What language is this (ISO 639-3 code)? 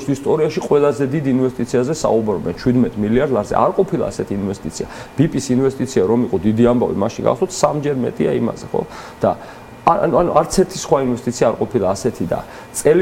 kat